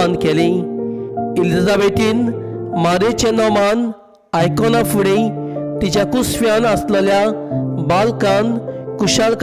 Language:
Konkani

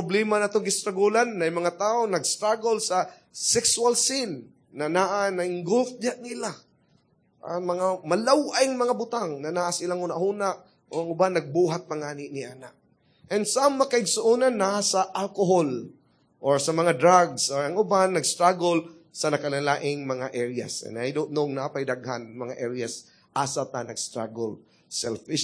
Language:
Cebuano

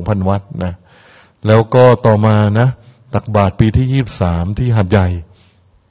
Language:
Thai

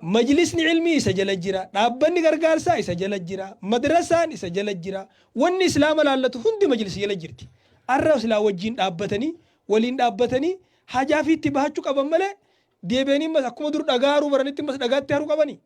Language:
Oromo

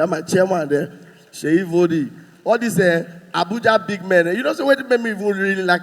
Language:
Nigerian Pidgin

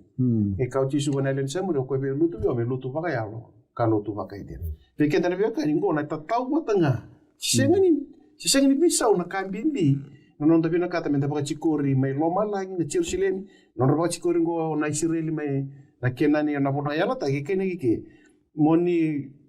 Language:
Fijian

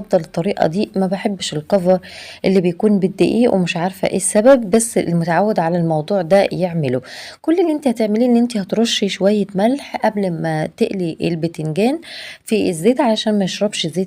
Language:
Egyptian Arabic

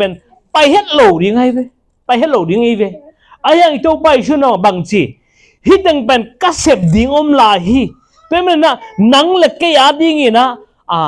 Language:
Tedim Chin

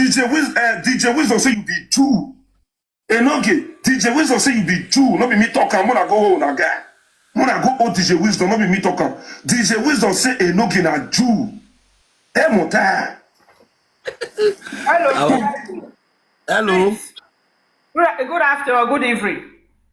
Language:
Nigerian Pidgin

